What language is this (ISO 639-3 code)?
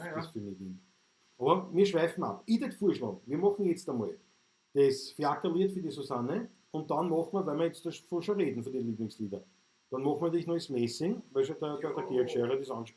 bar